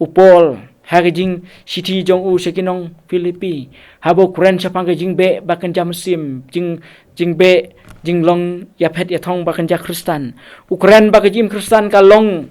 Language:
Khasi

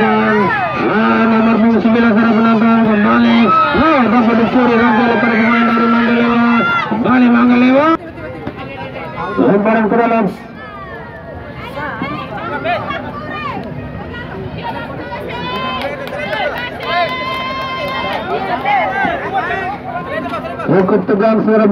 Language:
Indonesian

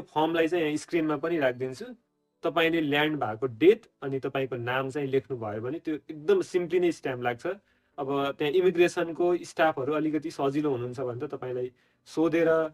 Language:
Nepali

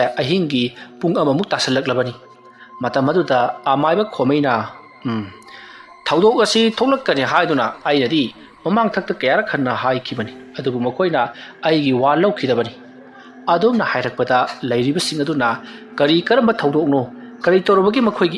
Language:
Manipuri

